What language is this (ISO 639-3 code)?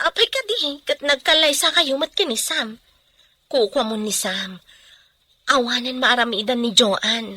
ilo